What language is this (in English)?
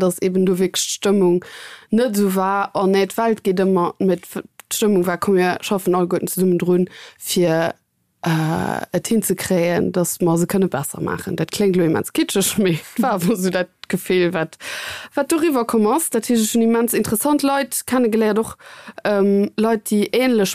Luxembourgish